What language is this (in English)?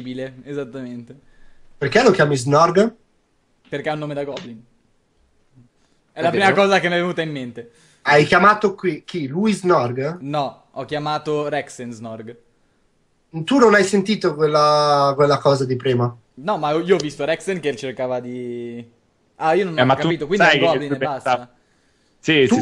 Italian